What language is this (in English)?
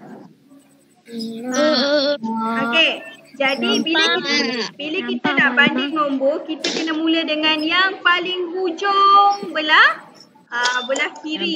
Malay